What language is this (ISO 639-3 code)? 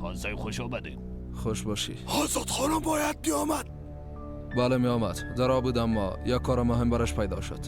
fas